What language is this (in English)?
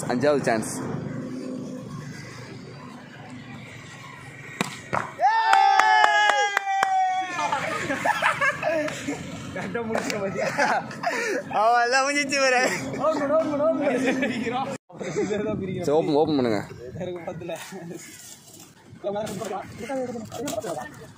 Tamil